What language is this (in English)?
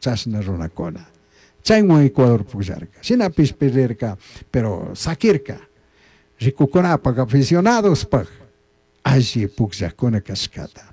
Chimborazo Highland Quichua